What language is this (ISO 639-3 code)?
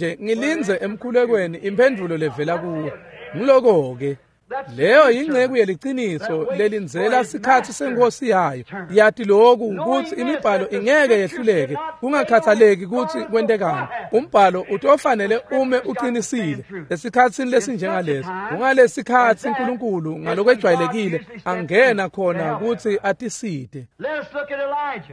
ssw